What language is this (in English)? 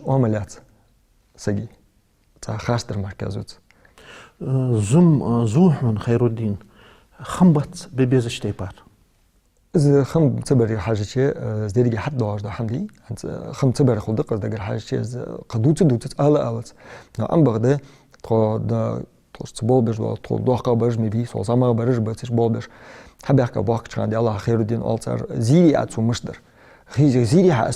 Ingush